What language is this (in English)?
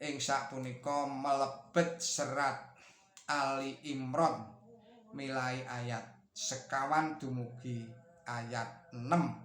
Javanese